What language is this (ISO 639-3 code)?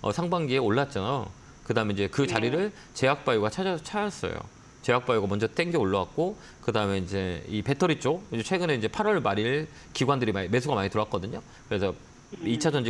kor